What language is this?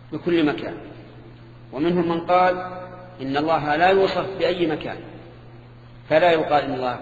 Arabic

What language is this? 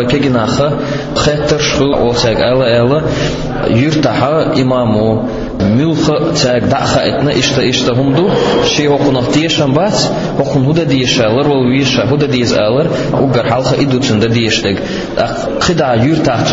Chechen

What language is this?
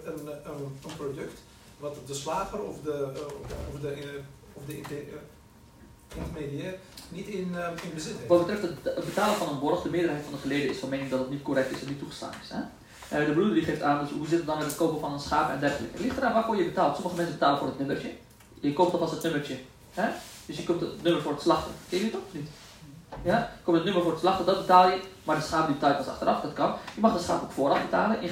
Dutch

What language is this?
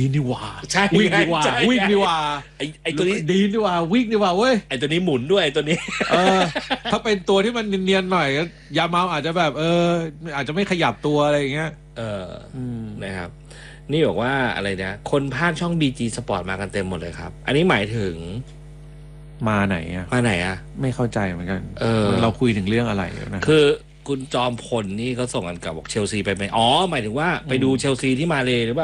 Thai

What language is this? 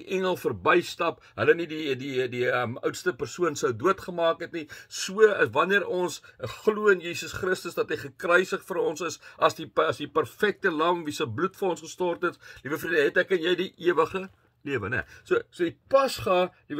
Afrikaans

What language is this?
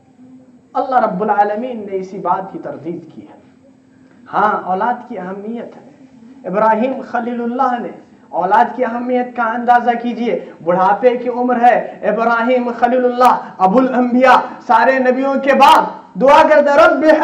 Urdu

